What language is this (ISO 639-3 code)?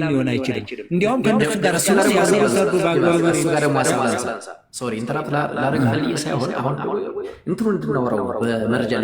amh